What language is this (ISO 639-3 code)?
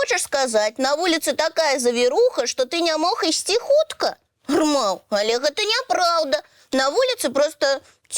bel